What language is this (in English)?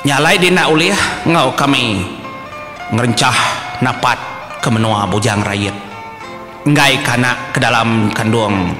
Iban